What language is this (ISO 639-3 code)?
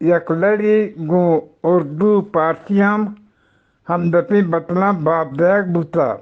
bgp